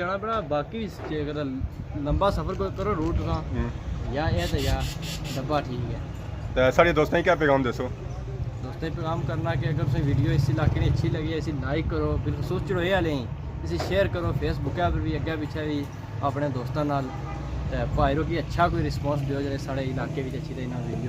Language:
Pahari-Potwari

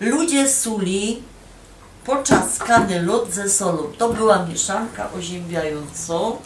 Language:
Silesian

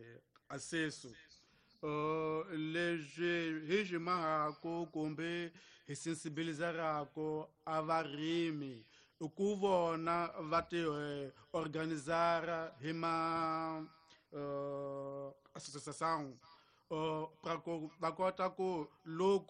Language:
Tsonga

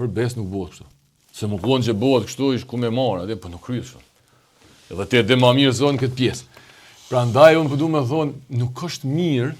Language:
Albanian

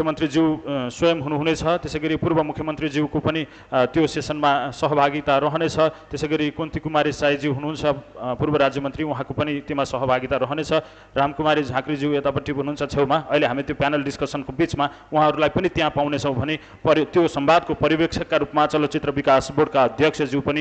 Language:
Nepali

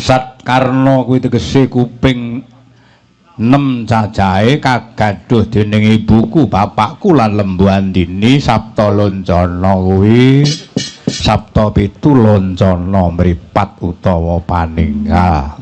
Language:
Javanese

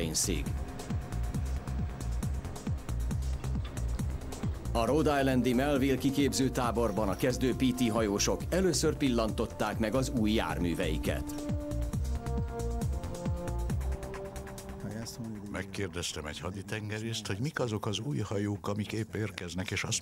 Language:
Hungarian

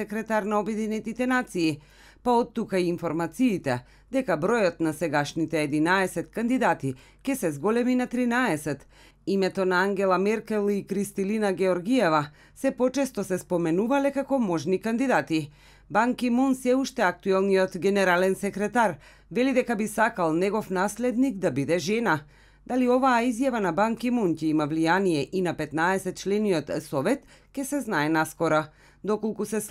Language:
Macedonian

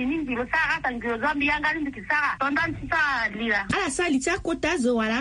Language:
Sango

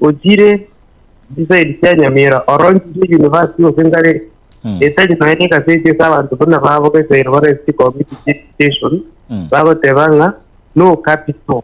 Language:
Gusii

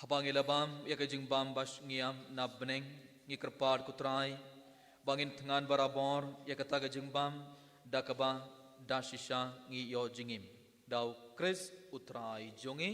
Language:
Khasi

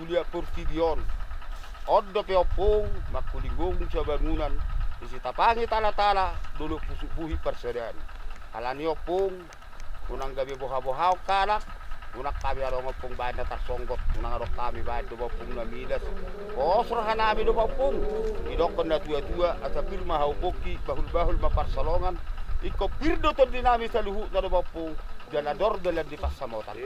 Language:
Batak Toba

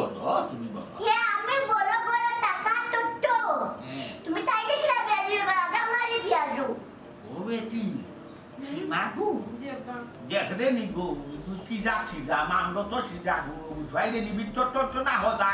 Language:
Sylheti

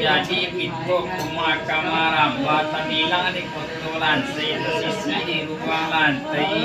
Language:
Minangkabau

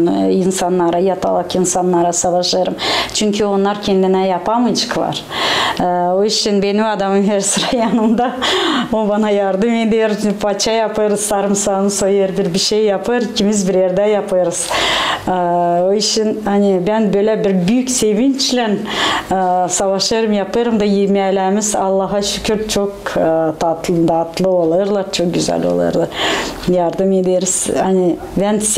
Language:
Gagauz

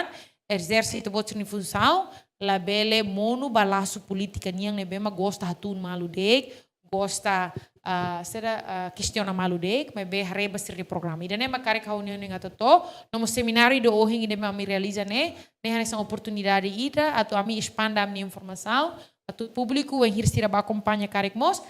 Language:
Tetum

